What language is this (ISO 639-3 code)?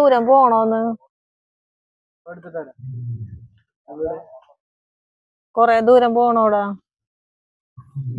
mal